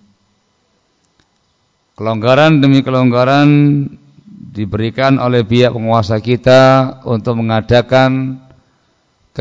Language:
Indonesian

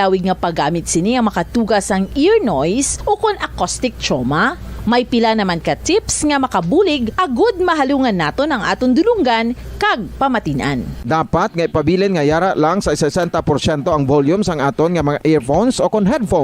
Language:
Hiligaynon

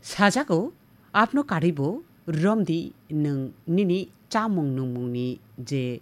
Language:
Kok Borok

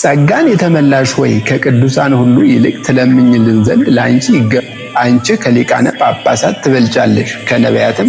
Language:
Amharic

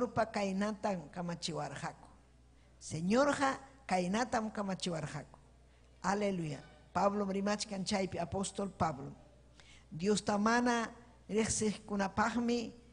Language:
Ayacucho Quechua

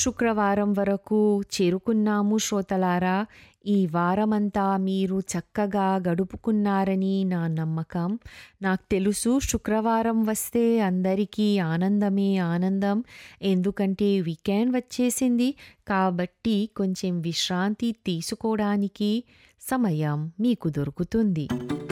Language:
Telugu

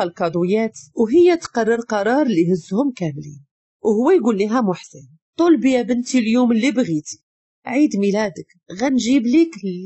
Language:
Moroccan Arabic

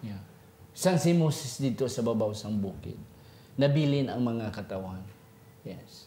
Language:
Hiligaynon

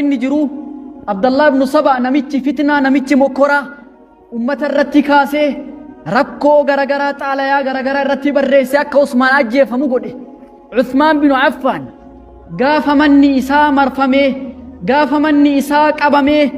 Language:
Oromo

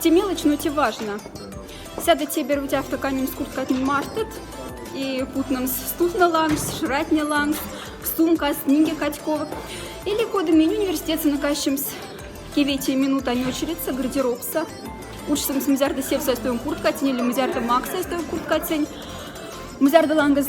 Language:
Moksha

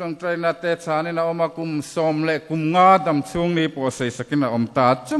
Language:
Mizo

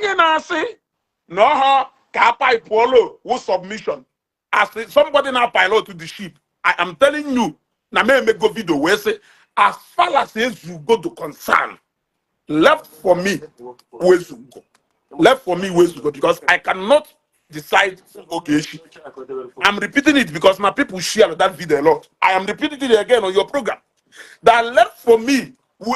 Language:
Igbo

